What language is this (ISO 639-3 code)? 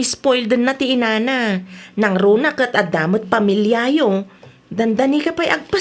ilo